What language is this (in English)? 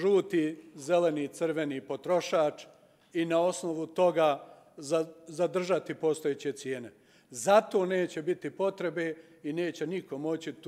Serbian